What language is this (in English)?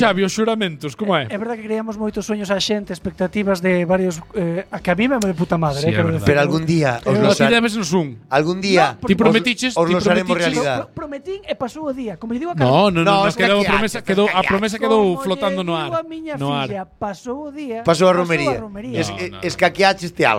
Galician